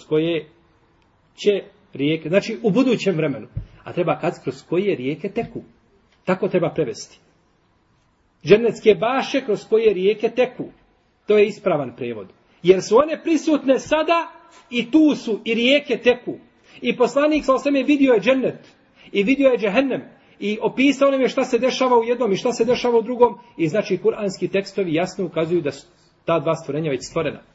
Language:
Bosnian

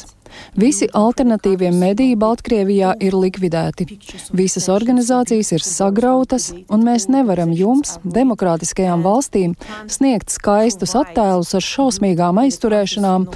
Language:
Latvian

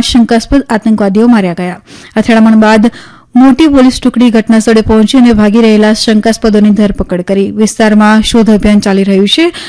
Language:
Gujarati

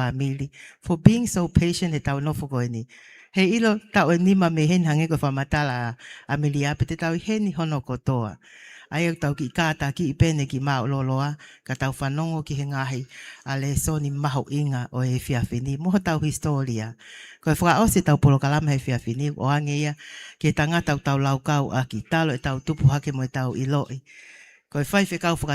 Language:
Tongan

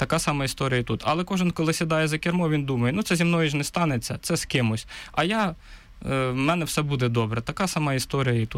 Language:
Ukrainian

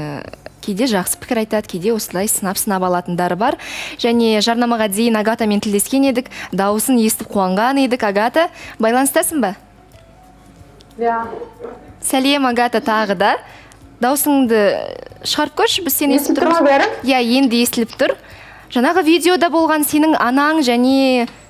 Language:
Kazakh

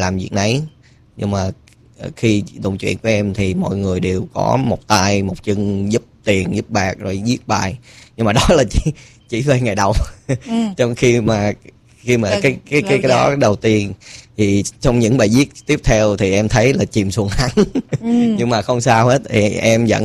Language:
Vietnamese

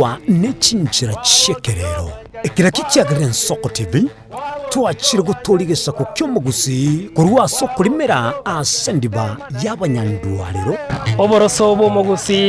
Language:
Gusii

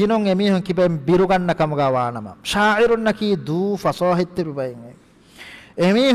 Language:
Divehi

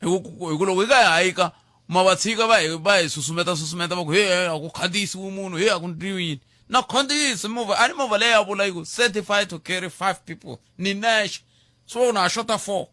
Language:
Tsonga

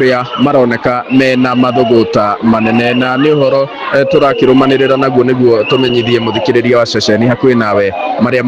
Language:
Kikuyu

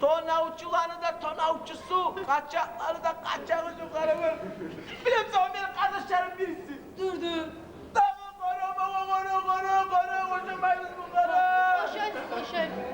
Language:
Kumyk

